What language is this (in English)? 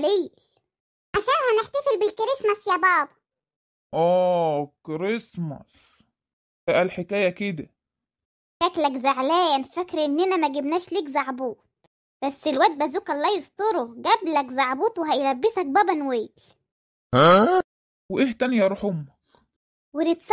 Egyptian Arabic